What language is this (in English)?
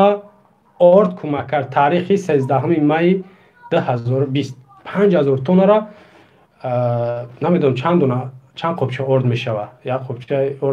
Tajik